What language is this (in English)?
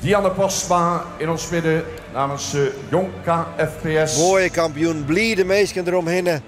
Western Frisian